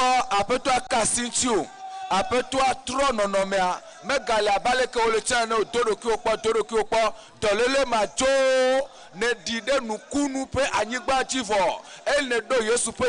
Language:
Ewe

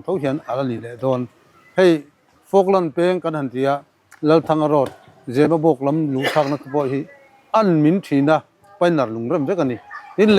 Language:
Mizo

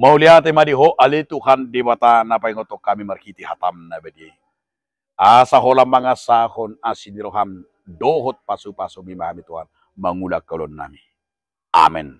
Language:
Batak Toba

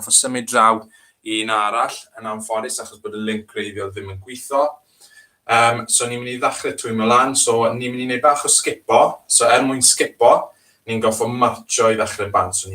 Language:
Welsh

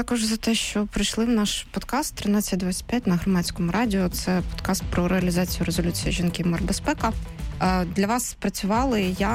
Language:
Ukrainian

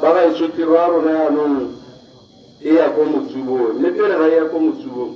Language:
Tswana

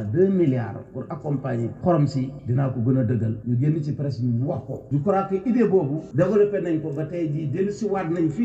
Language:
Wolof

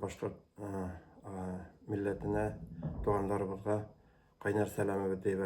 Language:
Bashkir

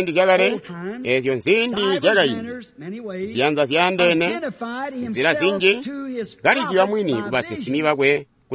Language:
Tonga (Zambia)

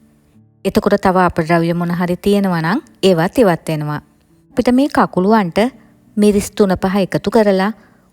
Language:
Sinhala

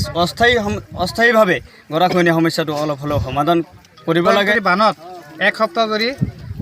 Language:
Assamese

